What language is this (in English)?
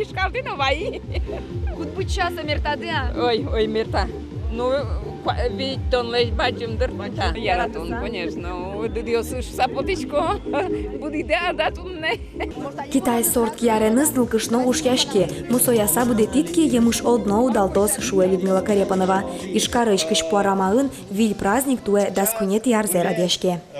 Udmurt